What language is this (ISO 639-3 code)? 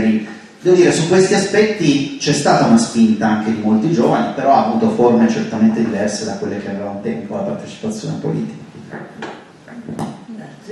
ita